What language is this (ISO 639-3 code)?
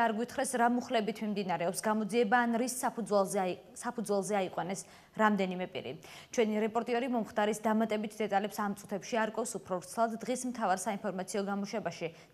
kat